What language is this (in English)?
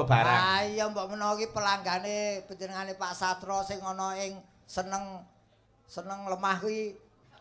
Javanese